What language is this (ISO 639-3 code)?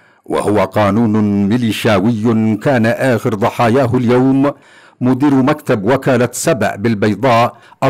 ara